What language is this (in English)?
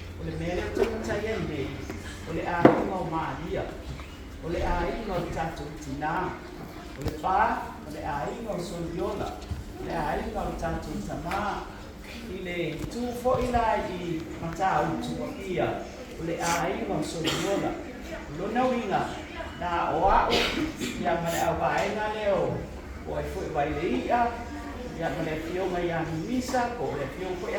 Samoan